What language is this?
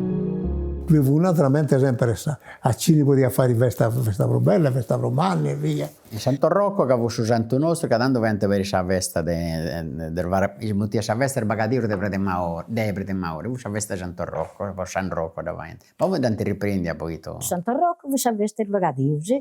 Sardinian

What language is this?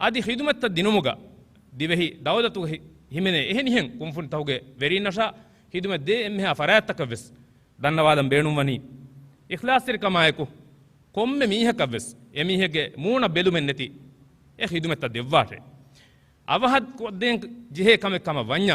Divehi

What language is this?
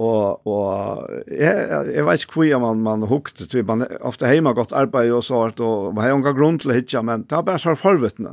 Faroese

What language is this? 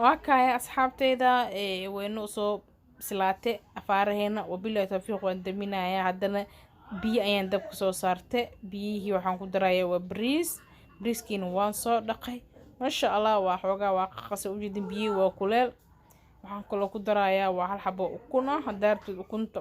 Somali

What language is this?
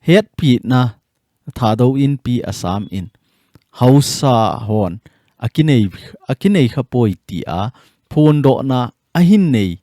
Thado Chin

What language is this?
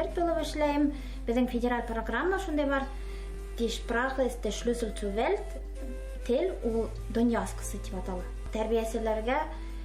Bashkir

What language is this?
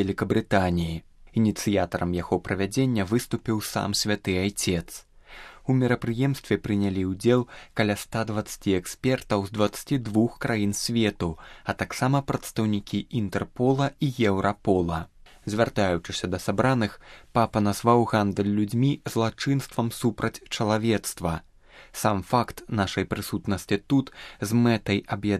Belarusian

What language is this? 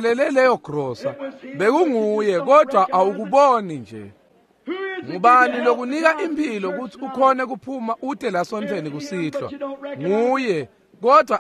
Swati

